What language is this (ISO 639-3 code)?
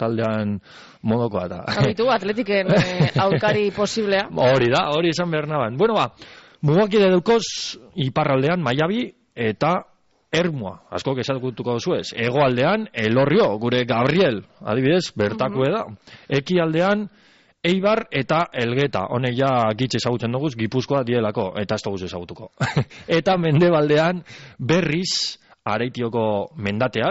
eus